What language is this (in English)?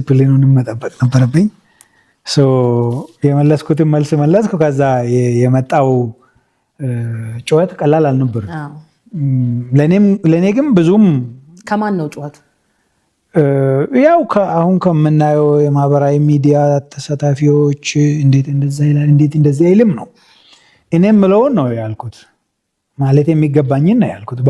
Amharic